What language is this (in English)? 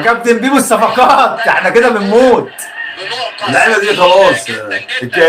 Egyptian Arabic